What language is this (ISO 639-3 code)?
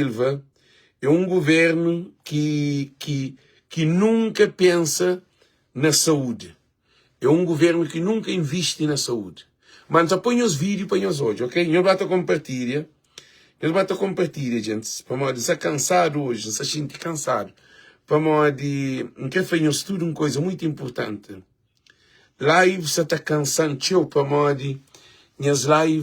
kea